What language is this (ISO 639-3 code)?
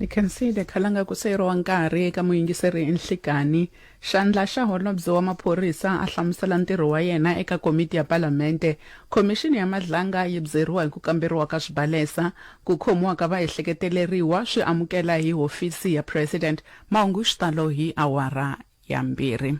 tso